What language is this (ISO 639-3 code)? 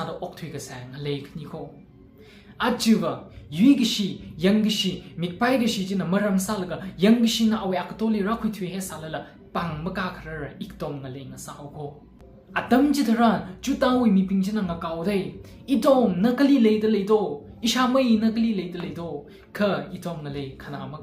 nmf